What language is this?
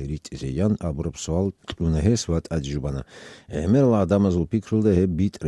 Avaric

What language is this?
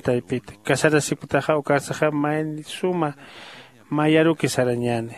Aymara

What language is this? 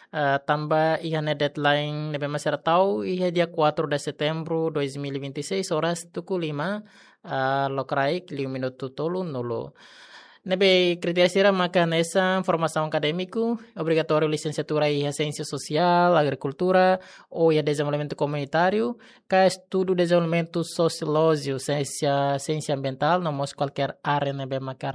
Tetum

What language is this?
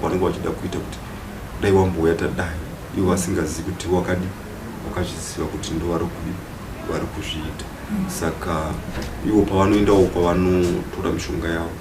Shona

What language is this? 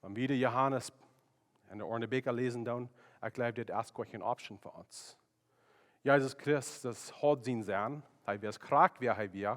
Plautdietsch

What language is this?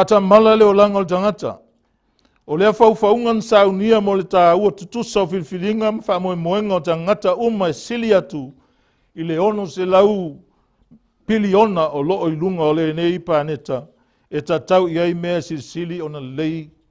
Samoan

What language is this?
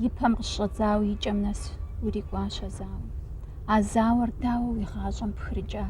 Kabardian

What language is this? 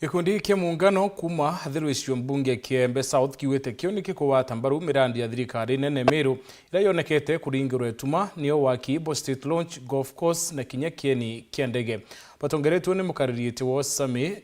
Meru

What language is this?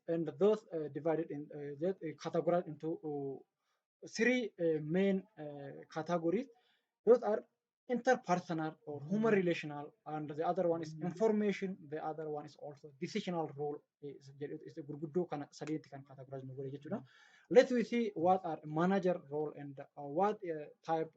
Oromo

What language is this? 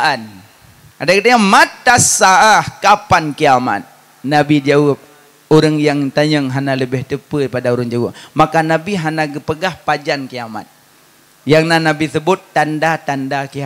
Achinese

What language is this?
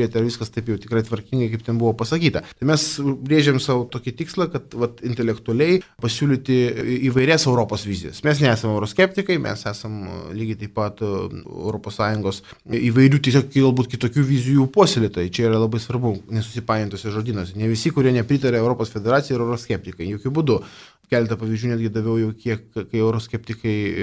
Lithuanian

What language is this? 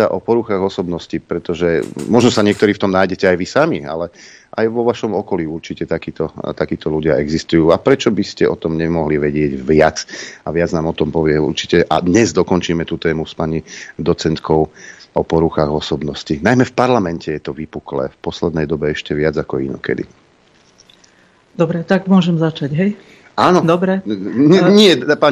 Slovak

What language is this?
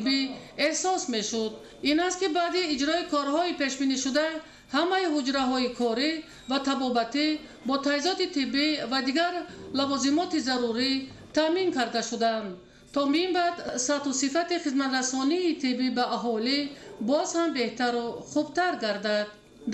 Tajik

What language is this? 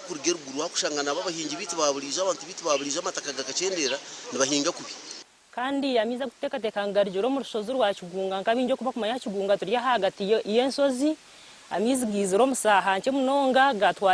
Nyankole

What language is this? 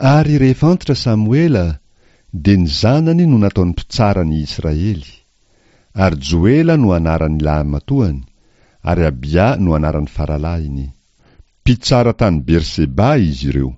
Malagasy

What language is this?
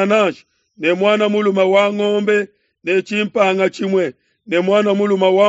Luba-Lulua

